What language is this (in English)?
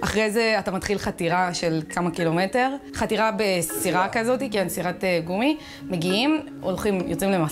Hebrew